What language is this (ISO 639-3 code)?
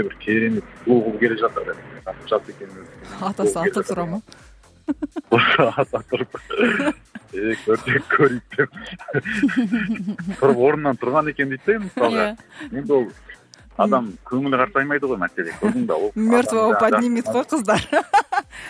kaz